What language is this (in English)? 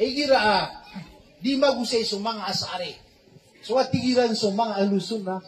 Maranao